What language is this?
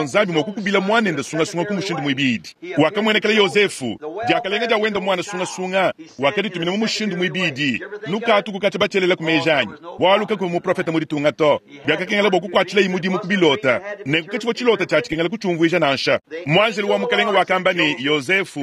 Luba-Lulua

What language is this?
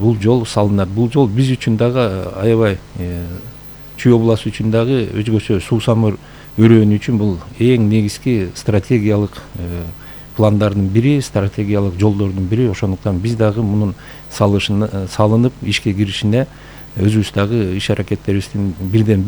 Kyrgyz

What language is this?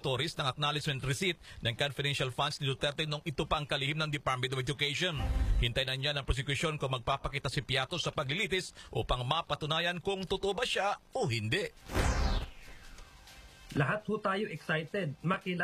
Filipino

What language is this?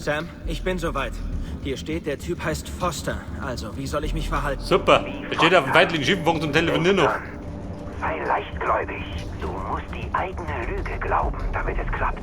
Bavarian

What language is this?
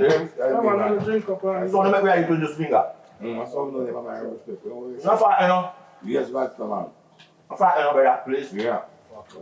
Jamaican Creole English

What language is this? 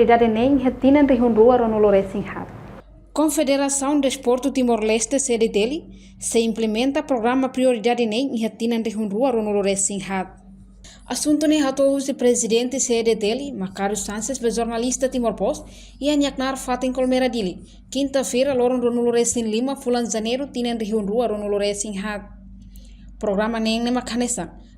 Tetum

